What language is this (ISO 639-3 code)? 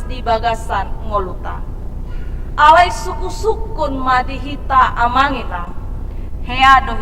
bbc